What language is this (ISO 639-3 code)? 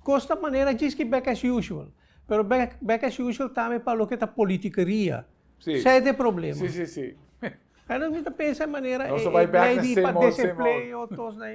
pap